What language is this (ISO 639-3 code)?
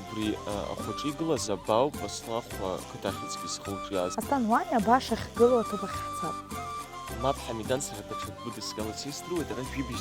abk